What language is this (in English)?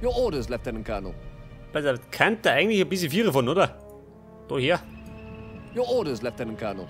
Bavarian